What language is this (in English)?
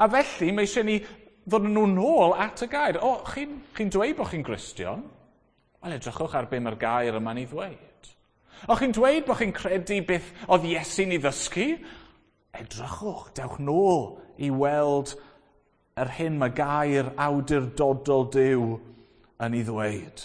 Welsh